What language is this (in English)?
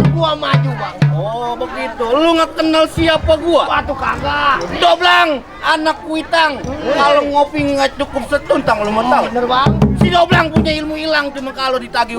Betawi